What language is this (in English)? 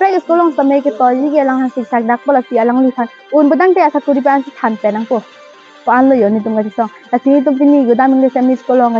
Karbi